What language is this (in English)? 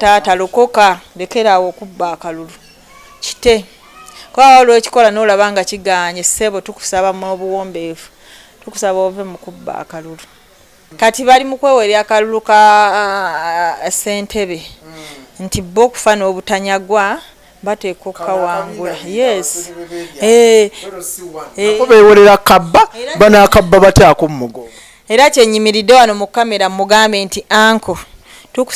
Ganda